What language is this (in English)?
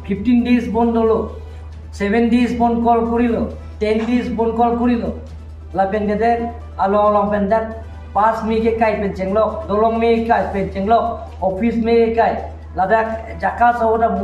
Karbi